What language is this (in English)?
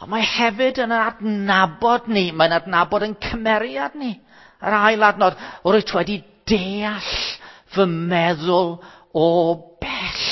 Welsh